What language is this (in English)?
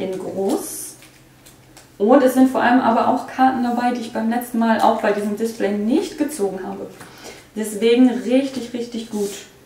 German